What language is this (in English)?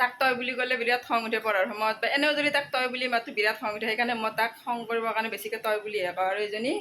Assamese